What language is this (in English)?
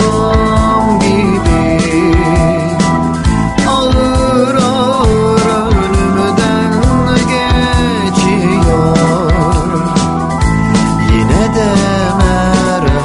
Turkish